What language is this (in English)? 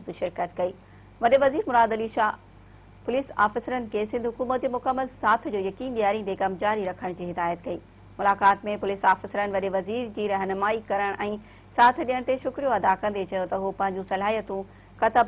Sindhi